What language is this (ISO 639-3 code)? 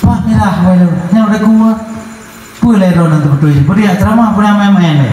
ace